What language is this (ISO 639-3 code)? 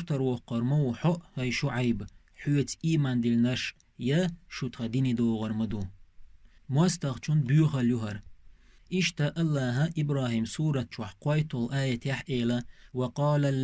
che